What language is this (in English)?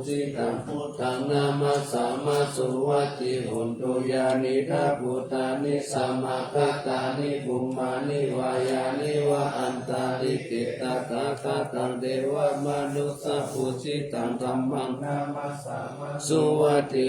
Pali